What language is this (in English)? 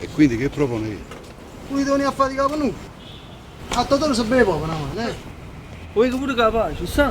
Neapolitan